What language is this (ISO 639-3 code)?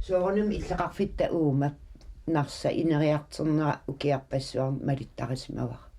kal